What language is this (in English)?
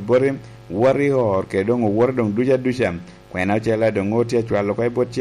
Lango (Uganda)